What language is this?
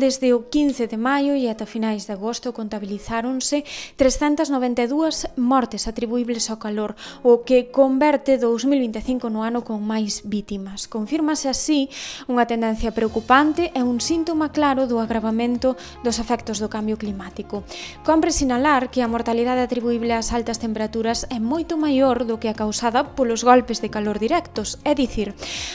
Galician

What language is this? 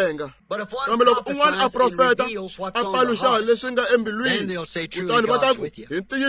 Tsonga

